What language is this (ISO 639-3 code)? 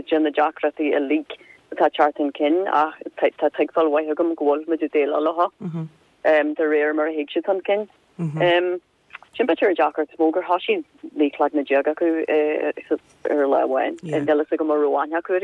gle